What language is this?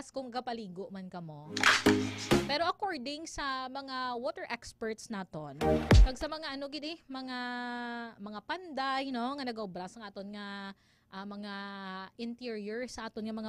Hiligaynon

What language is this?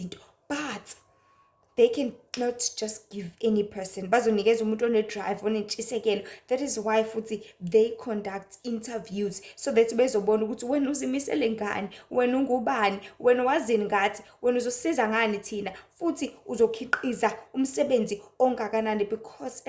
Zulu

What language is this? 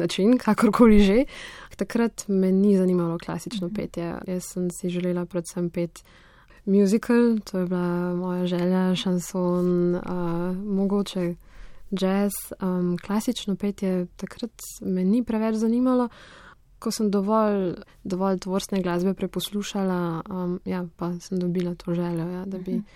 Slovenian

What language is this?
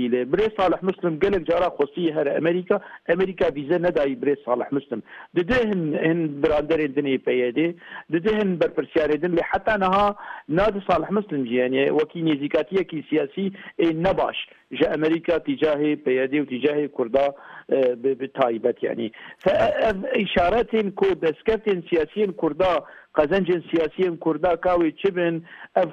Kurdish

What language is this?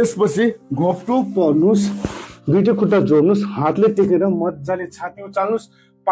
Nepali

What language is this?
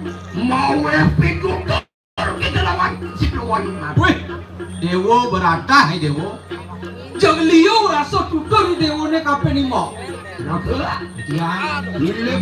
Balinese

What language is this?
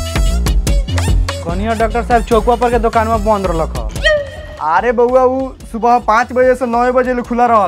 Bhojpuri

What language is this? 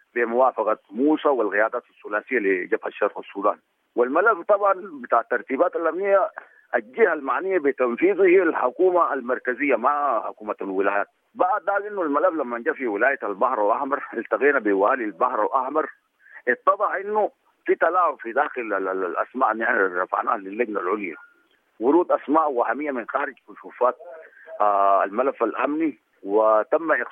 Sudanese Arabic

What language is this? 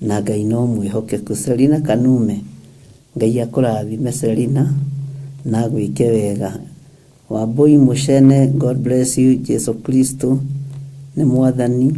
Kikuyu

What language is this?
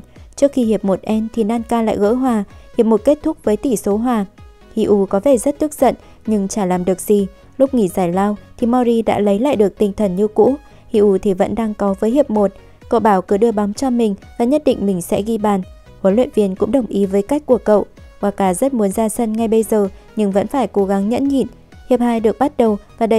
Vietnamese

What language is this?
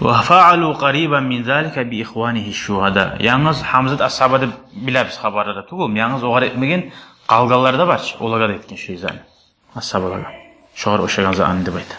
Kumyk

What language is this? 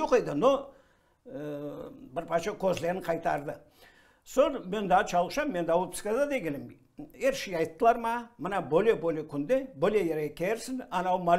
Crimean Tatar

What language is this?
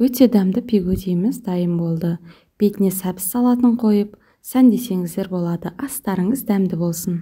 Kazakh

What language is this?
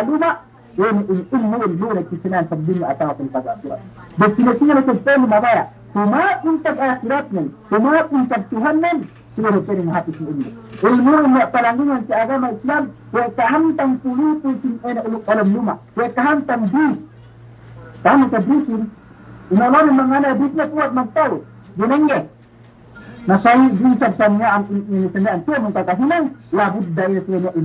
Yakan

